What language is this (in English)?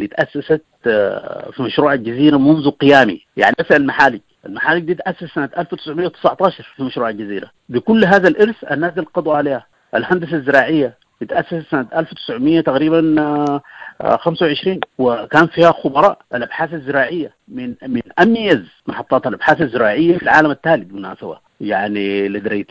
Sudanese Arabic